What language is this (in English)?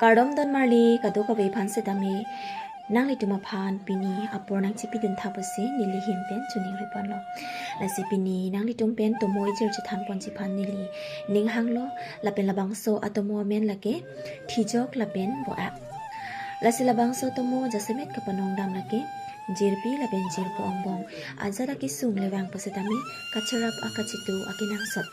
Karbi